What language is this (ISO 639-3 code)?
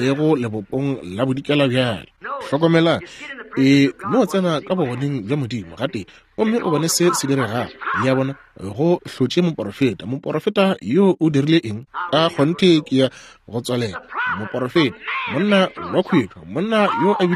nso